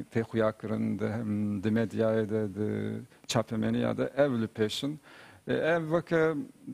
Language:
Kurdish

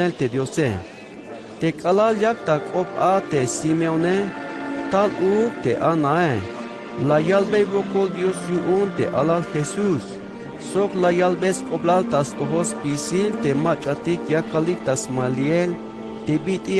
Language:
Tzeltal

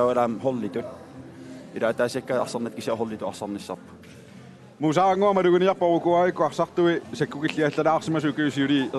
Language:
Kalaallisut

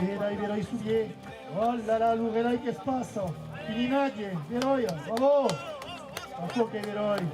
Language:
Occitan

